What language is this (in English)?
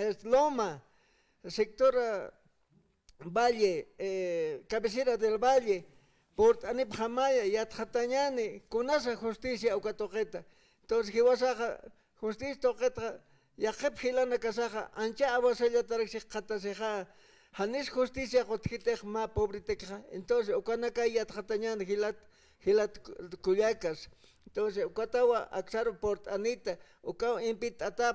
Aymara